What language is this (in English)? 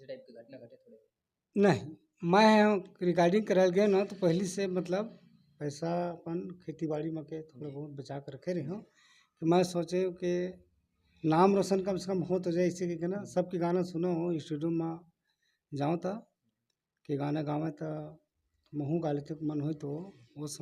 Chhattisgarhi